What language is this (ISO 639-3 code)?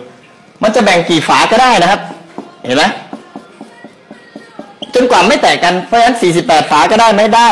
tha